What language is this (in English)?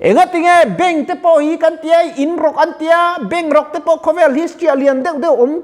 Mizo